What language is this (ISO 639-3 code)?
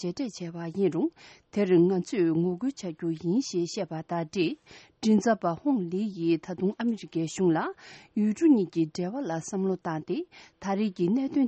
bod